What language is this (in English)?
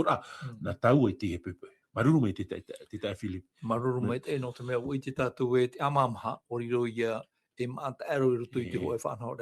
Tahitian